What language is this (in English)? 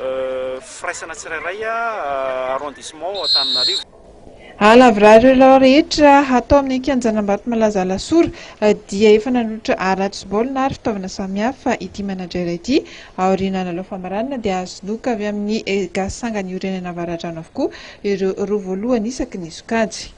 Malagasy